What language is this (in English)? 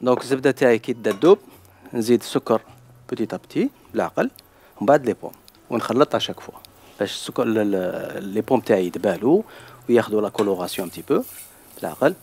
Algerian Arabic